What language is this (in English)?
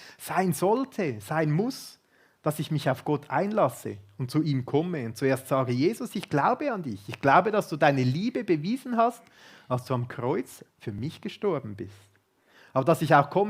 Swiss German